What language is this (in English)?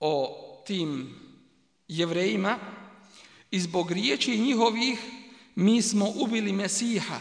Bosnian